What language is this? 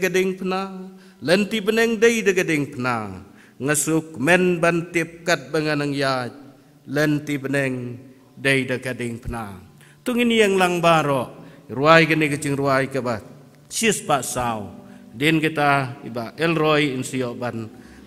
Khasi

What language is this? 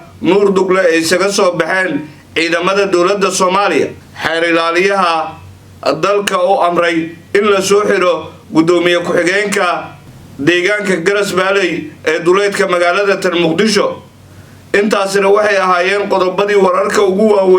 Somali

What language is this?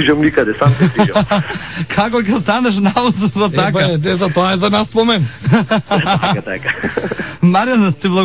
Macedonian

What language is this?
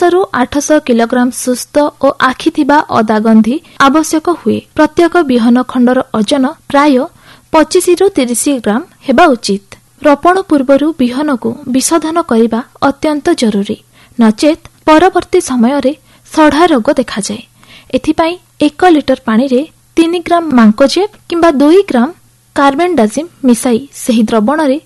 Odia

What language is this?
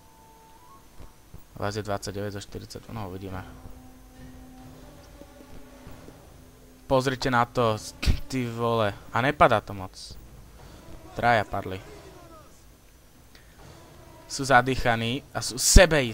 Slovak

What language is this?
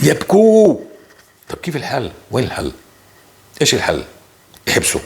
North Levantine Arabic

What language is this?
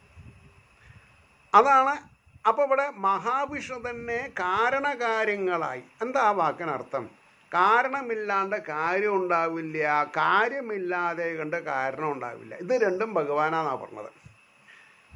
Malayalam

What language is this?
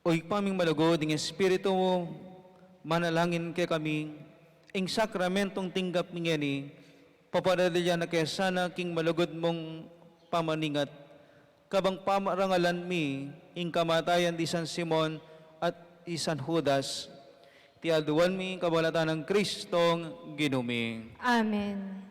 Pampanga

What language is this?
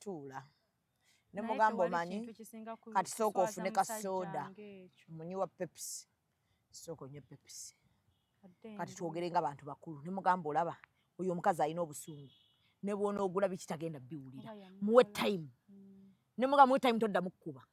Ganda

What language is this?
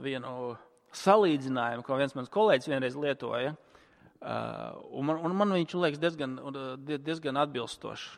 Latvian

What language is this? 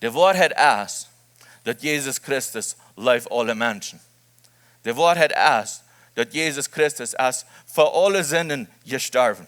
Plautdietsch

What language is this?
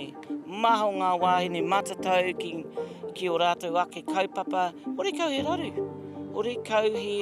Māori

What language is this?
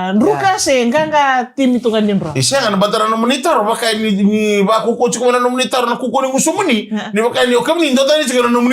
Fijian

